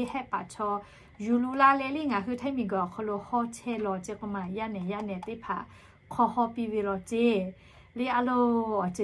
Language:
Lahu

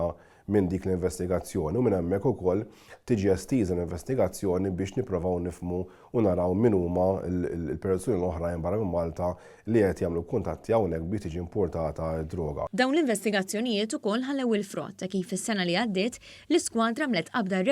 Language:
Maltese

